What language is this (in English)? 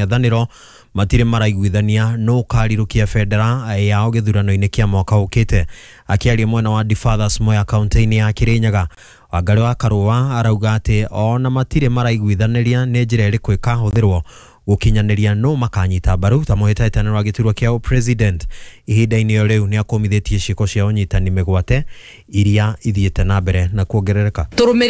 Kikuyu